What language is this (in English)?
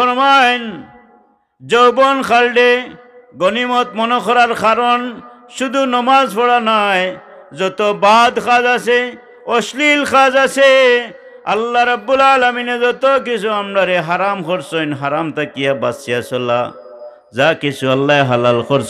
Sylheti